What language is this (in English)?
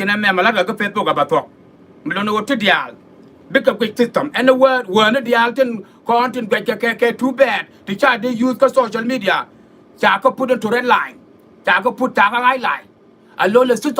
Nuer